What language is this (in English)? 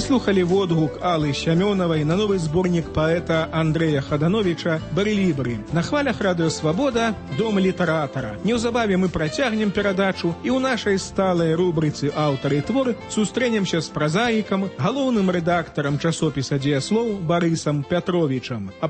Belarusian